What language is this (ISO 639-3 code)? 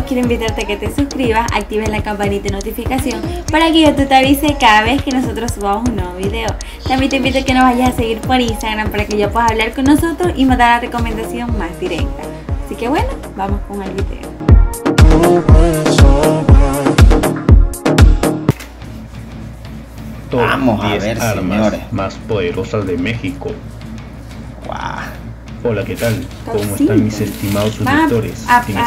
spa